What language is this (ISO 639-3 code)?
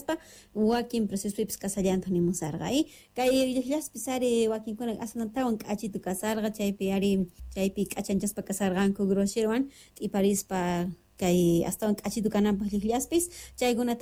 que